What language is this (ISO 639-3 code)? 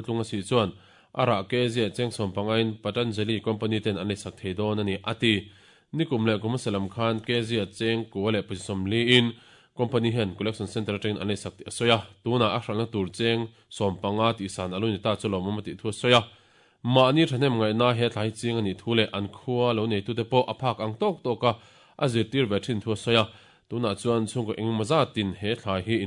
lus